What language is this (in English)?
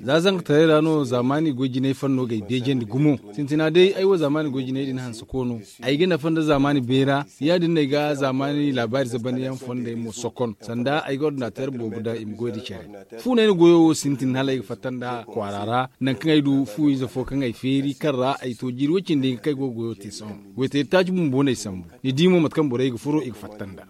Zarma